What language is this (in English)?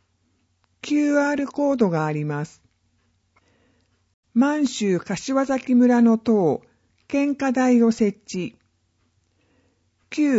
Japanese